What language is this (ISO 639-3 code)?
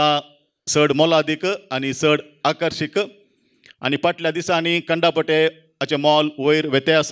kok